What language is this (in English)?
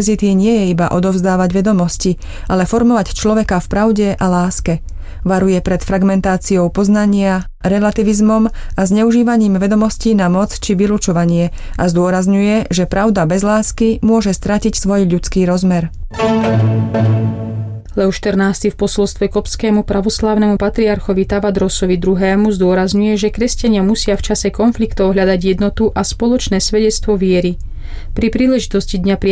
Slovak